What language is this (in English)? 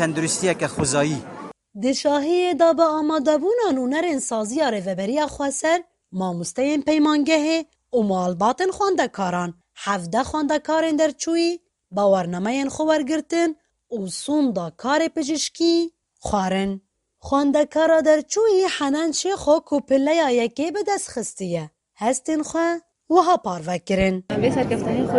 Kurdish